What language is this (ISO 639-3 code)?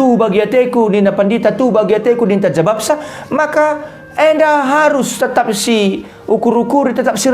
btx